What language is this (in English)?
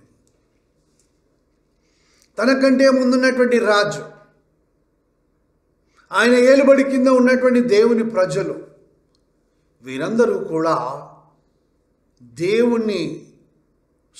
Telugu